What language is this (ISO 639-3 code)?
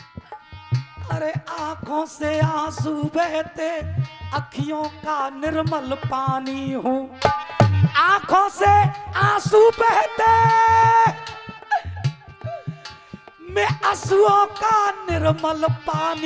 hin